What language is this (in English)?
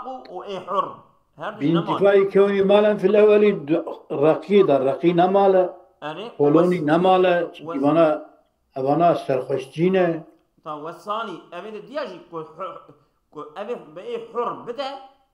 Kurdish